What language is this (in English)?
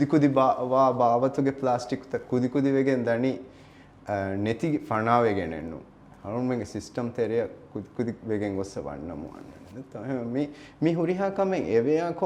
Divehi